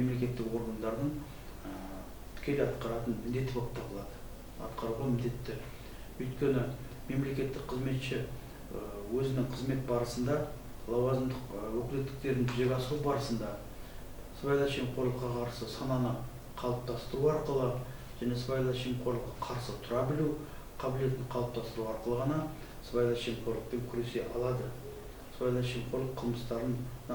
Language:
Kazakh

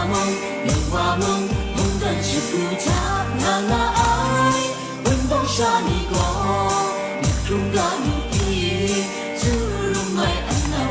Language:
Kachin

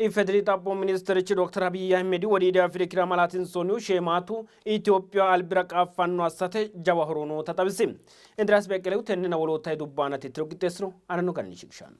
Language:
Sidamo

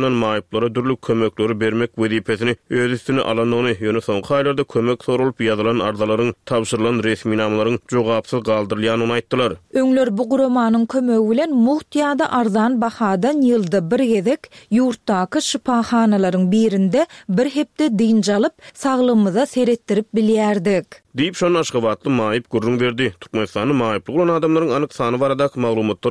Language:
Turkmen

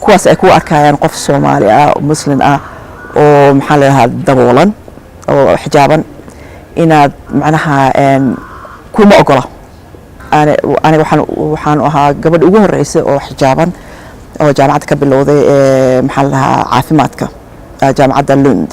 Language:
Somali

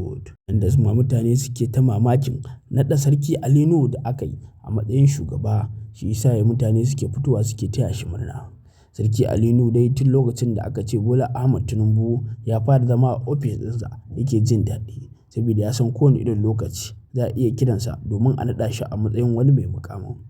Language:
Hausa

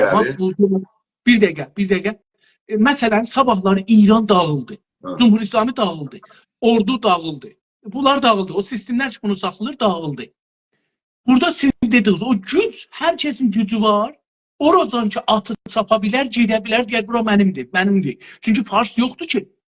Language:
South Azerbaijani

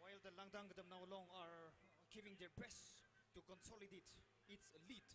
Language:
Tangkhul Naga (India)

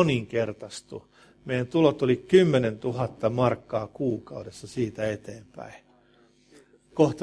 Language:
Finnish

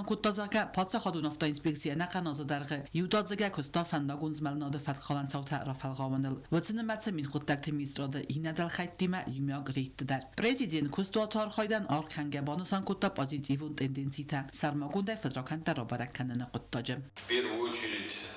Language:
Ossetic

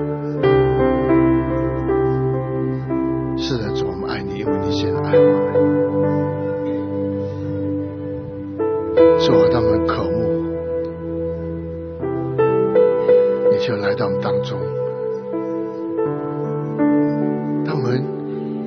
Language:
Chinese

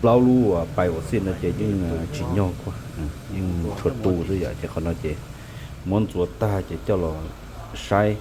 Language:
Hmong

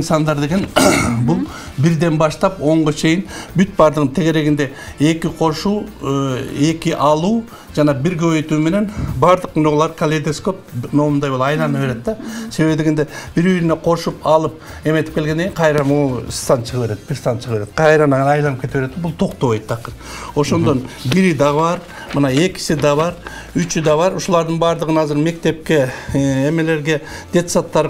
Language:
Kyrgyz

